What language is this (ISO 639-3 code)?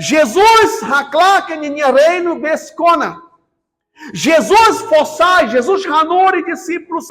tet